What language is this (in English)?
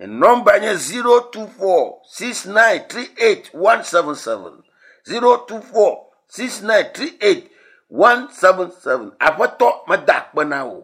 Ewe